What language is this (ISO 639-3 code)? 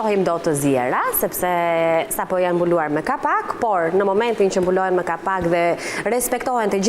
sqi